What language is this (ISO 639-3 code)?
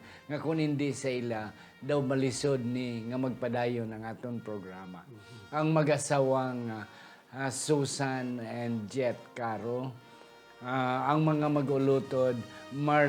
hil